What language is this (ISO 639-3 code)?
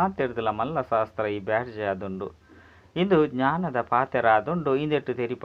tcy